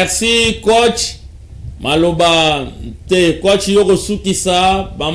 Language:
Lingala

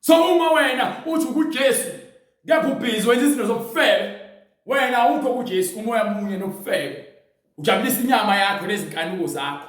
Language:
Zulu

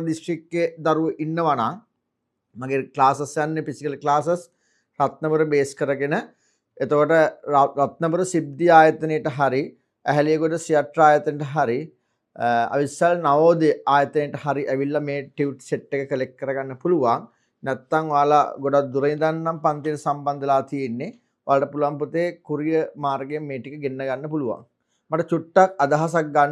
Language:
Sinhala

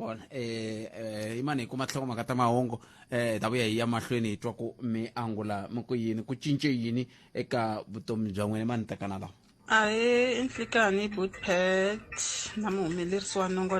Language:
Tsonga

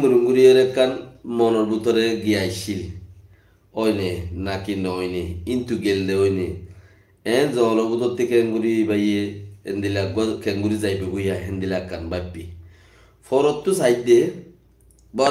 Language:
Rohingya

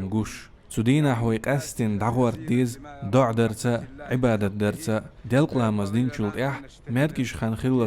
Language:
Chechen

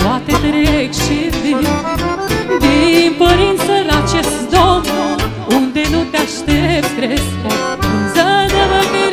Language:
Romanian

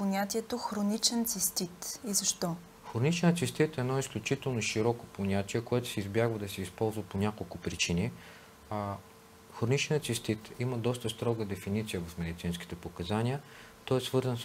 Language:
Bulgarian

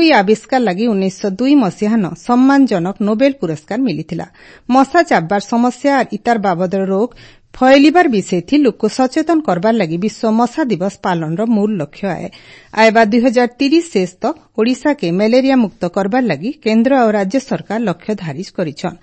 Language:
Odia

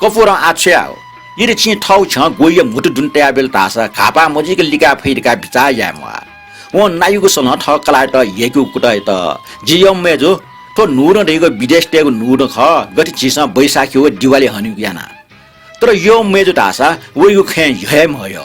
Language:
Newari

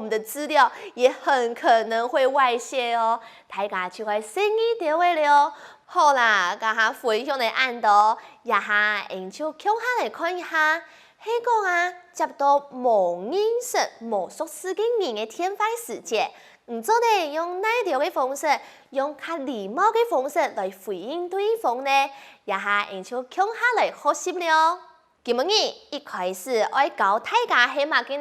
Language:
Hakka Chinese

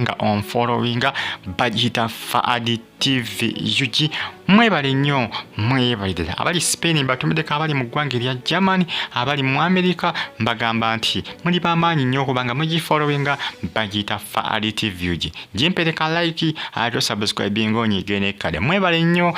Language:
Ganda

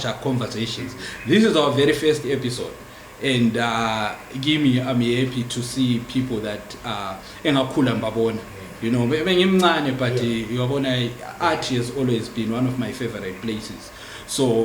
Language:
Zulu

